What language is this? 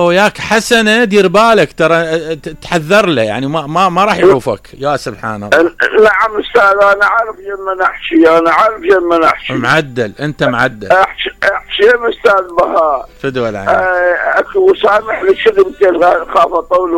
Mesopotamian Arabic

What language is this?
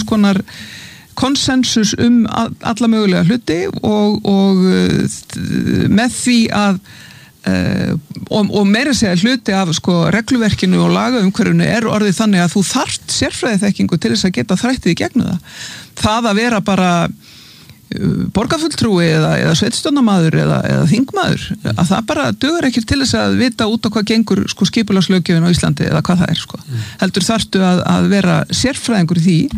Icelandic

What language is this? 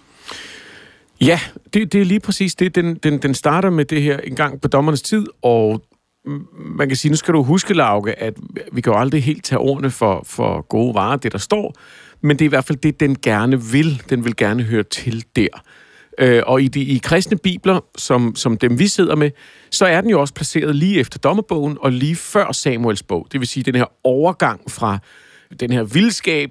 Danish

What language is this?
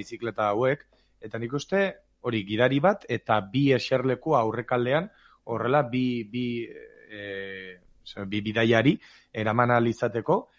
Basque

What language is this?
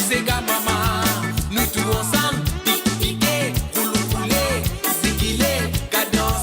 Morisyen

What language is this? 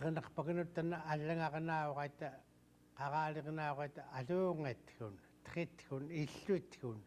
Central Yupik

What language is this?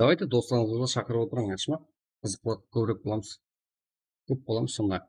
Kara-Kalpak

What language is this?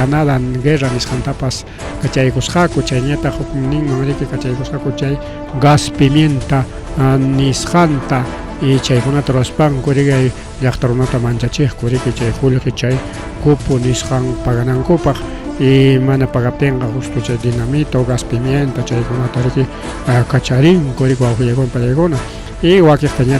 Ayacucho Quechua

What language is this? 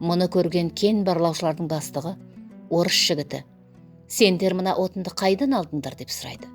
Kazakh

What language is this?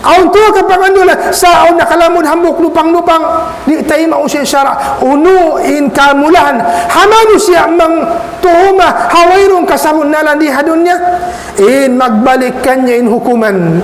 Tausug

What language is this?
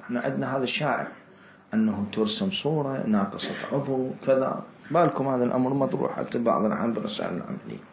Mesopotamian Arabic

